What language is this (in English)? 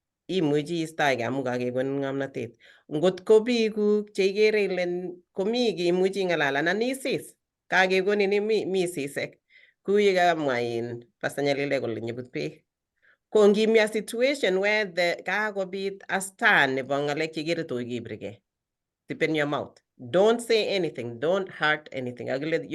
Kalenjin